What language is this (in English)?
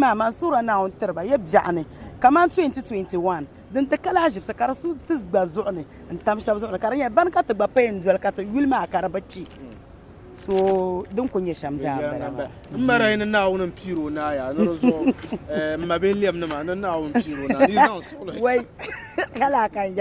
Dagbani